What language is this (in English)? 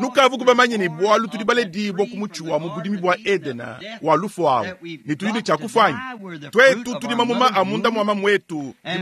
Luba-Lulua